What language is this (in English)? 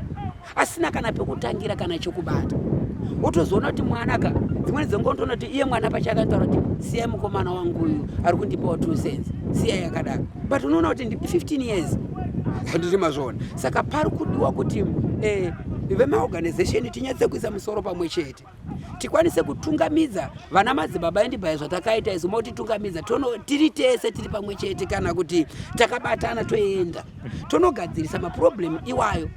Shona